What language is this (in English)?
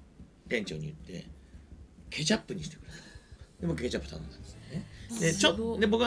Japanese